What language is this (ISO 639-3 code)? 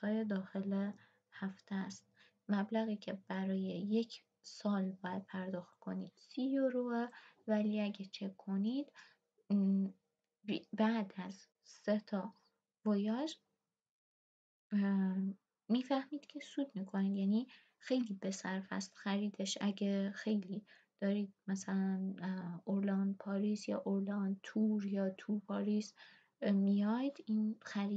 fas